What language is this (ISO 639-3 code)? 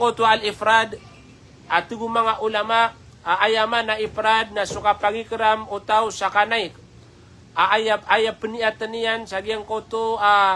mrw